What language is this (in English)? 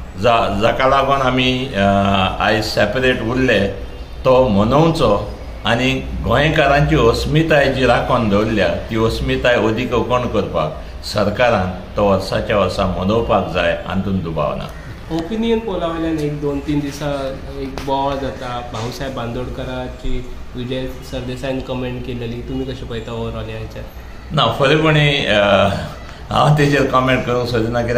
Konkani